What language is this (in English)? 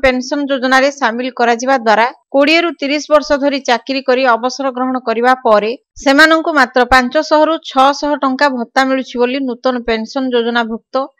Odia